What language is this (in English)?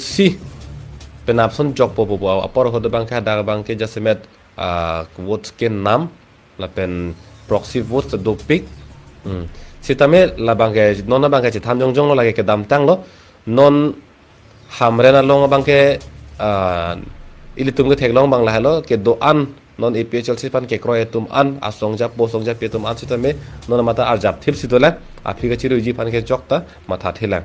Karbi